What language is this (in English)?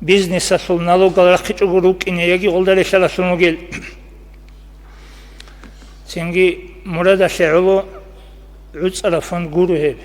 Avaric